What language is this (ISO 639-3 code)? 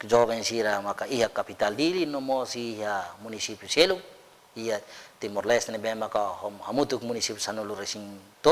tet